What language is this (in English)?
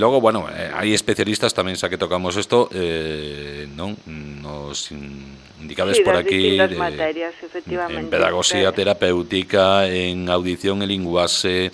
Galician